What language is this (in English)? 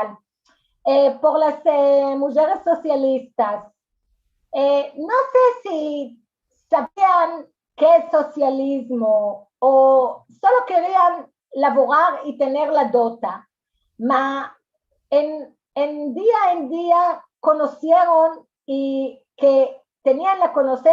Ladino